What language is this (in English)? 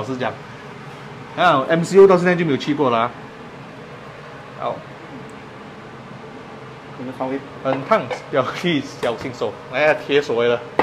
Chinese